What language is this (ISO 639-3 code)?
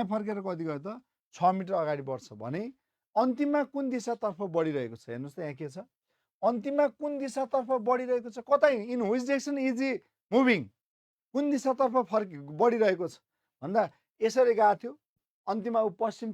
nep